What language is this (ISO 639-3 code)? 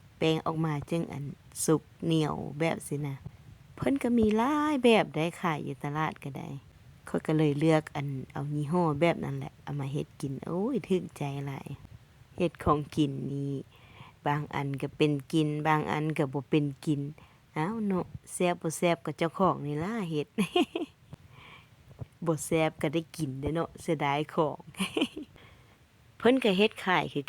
lao